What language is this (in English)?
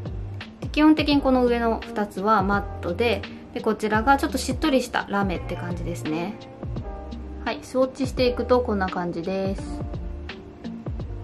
Japanese